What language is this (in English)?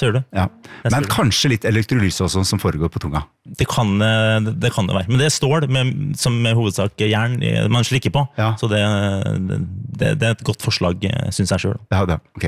Norwegian